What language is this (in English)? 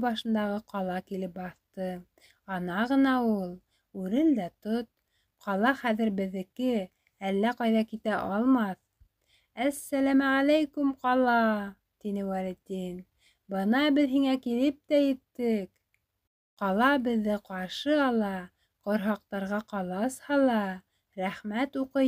Bashkir